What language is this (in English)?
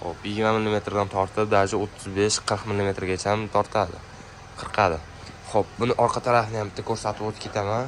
Uzbek